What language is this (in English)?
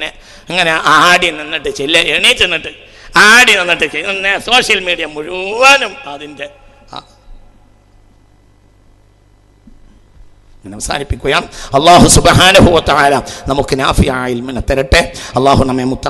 Malayalam